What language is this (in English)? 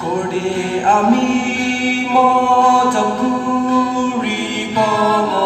Naga Pidgin